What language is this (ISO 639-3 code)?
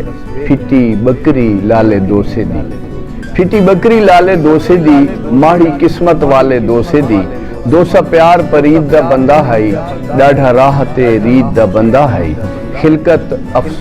skr